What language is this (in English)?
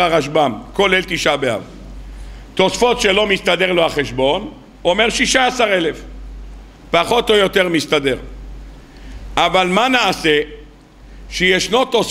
Hebrew